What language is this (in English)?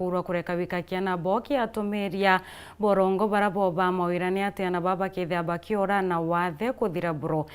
Meru